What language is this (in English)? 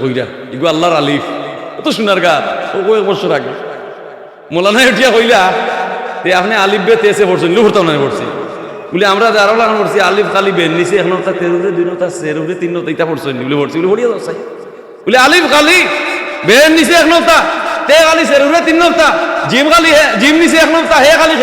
Sylheti